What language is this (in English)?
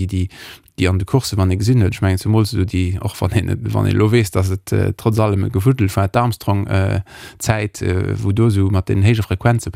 Luxembourgish